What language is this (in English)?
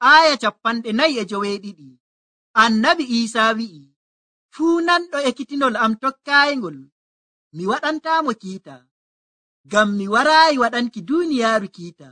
Nigerian Fulfulde